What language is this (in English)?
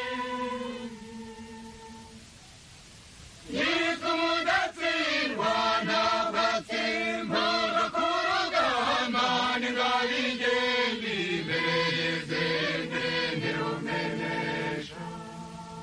Kinyarwanda